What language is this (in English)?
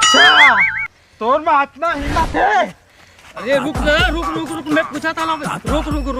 Chhattisgarhi